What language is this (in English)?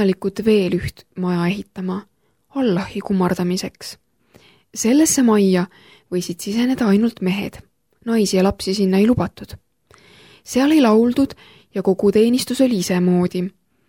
Estonian